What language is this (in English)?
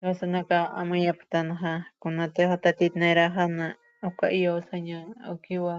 Aymara